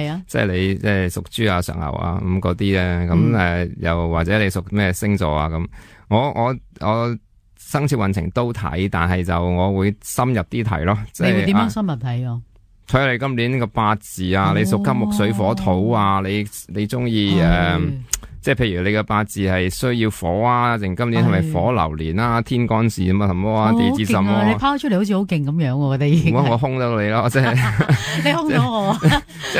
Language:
Cantonese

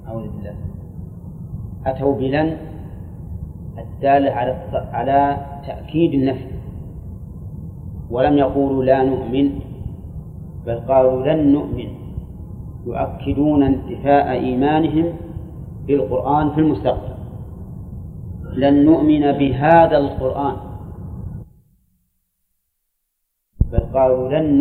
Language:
Arabic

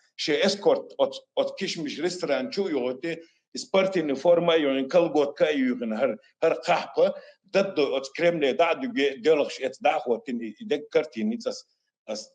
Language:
Chechen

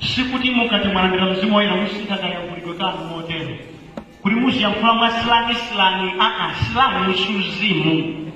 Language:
Nyanja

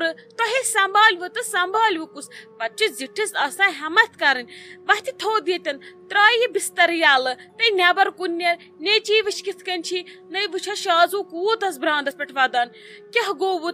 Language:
Kashmiri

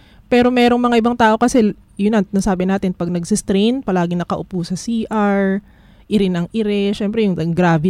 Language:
Filipino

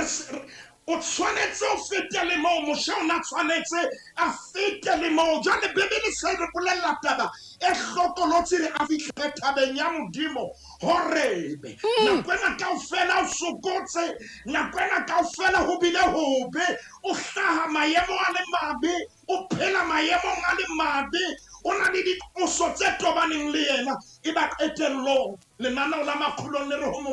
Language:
Southern Sotho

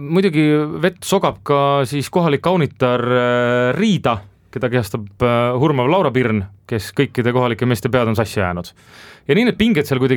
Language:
Estonian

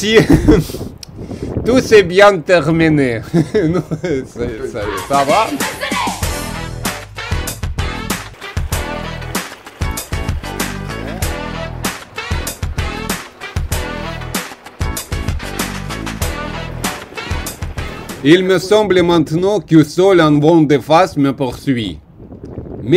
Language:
French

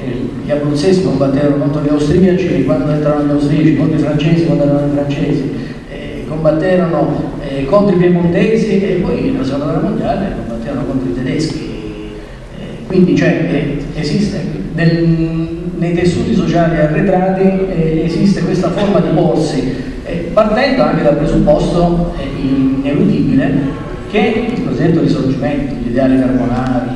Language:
Italian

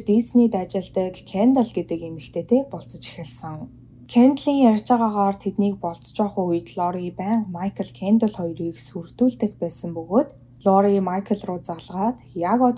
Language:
Mongolian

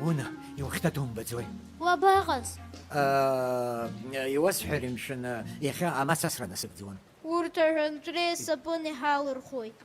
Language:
Abkhazian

